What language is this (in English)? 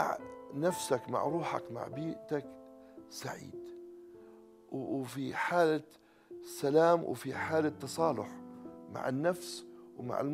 North Levantine Arabic